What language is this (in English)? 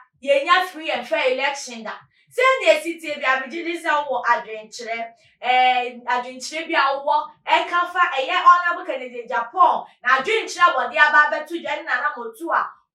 Akan